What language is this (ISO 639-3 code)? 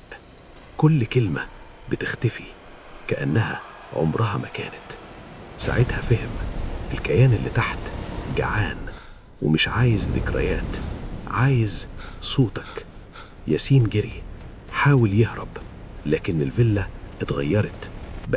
arz